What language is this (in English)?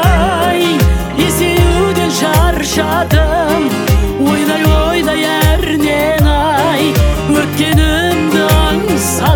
Kazakh